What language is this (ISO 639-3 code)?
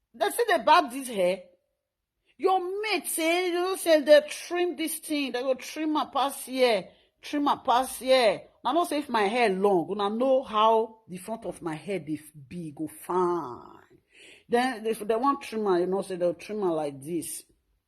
pcm